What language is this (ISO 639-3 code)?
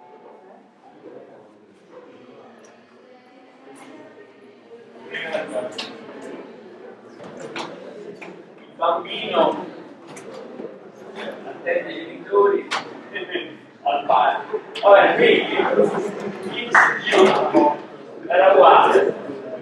ita